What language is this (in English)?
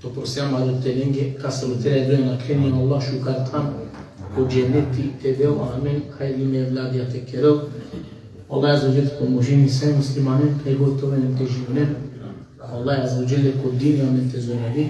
Balkan Romani